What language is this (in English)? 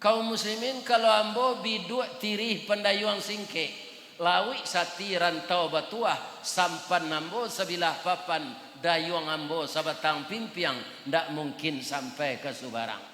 Minangkabau